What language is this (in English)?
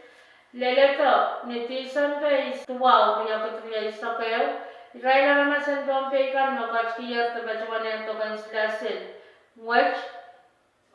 Pohnpeian